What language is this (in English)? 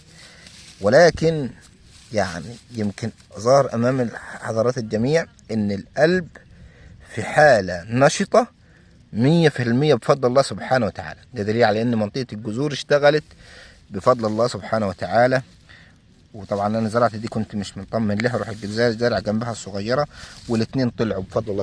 Egyptian Arabic